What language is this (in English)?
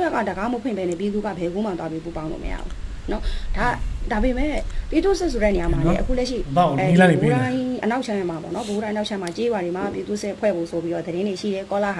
Burmese